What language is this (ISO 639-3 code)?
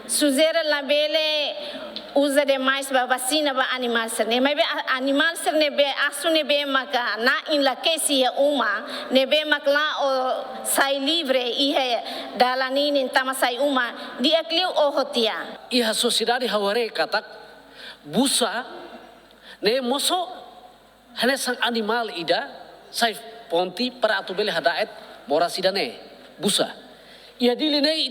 tet